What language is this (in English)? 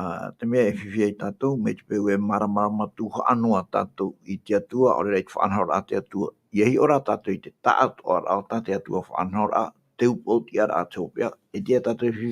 Tahitian